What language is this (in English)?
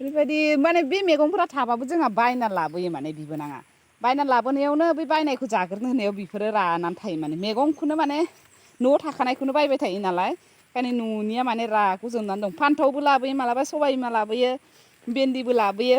Bodo